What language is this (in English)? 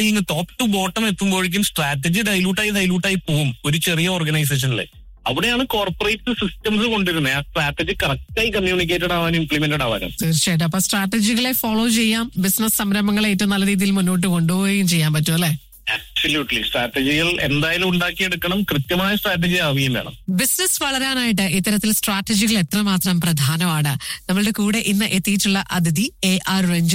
Malayalam